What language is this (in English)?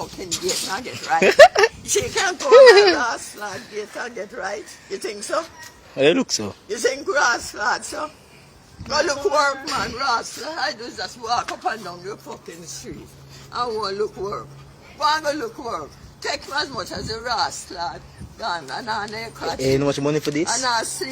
Jamaican Creole English